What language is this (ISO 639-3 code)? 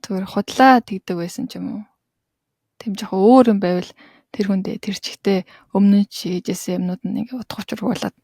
mon